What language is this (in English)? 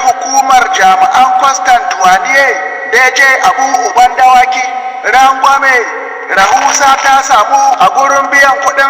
Hausa